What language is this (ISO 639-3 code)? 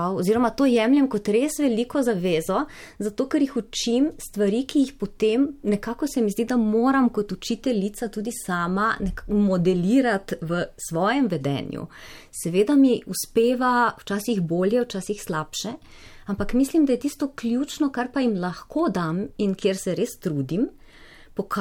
slv